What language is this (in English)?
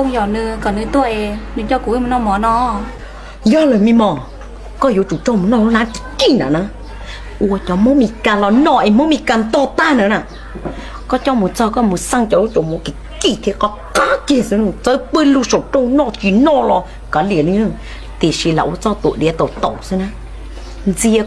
Hmong